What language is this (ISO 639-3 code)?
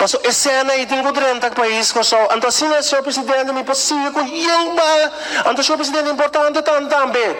pap